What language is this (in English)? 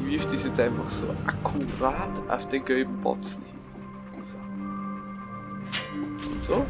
Bavarian